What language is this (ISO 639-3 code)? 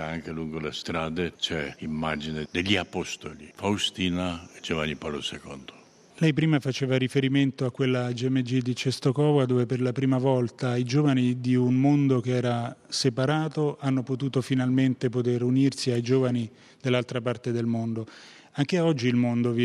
ita